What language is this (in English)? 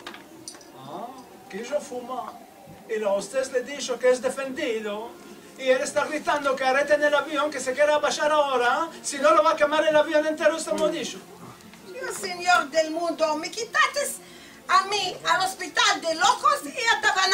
Ladino